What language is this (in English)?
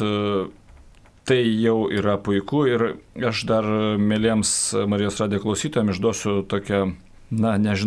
Lithuanian